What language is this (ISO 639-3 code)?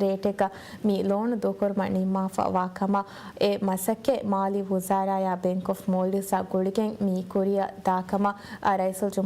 div